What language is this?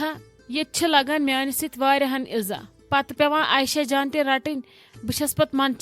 Kashmiri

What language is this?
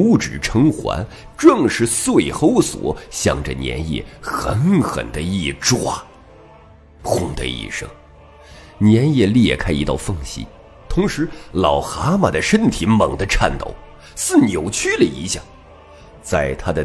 Chinese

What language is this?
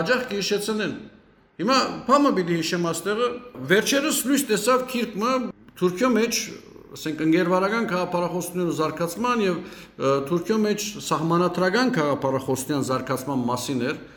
Western Armenian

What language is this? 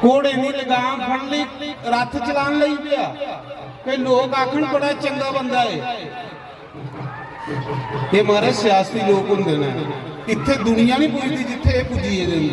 Dogri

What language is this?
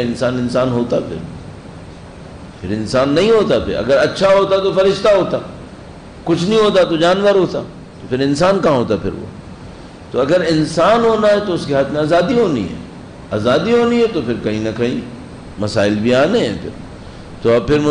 Urdu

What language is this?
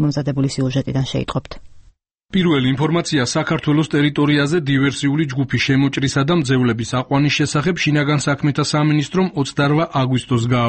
Georgian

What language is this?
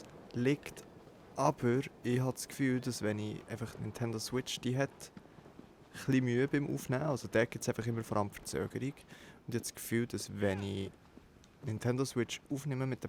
Swiss German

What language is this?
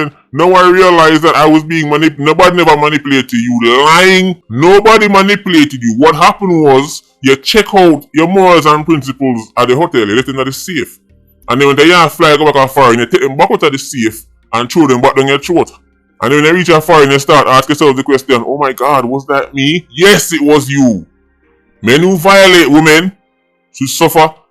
Jamaican Creole English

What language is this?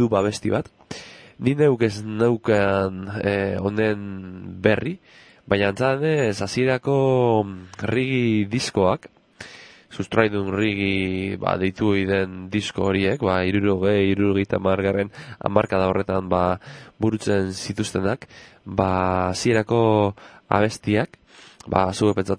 Basque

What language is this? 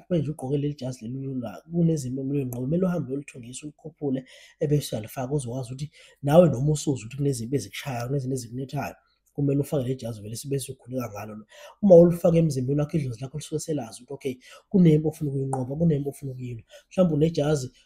Zulu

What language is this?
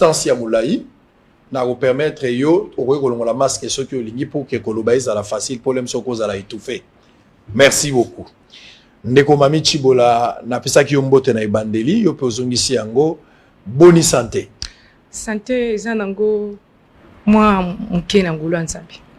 Lingala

